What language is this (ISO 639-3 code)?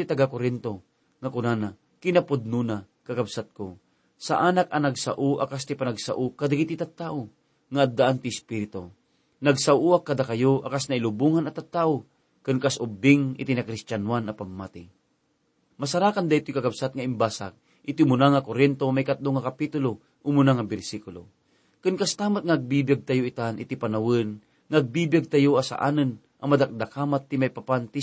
ilo